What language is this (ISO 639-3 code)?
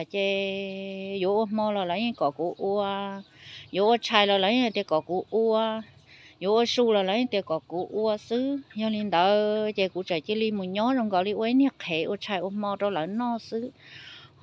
hmn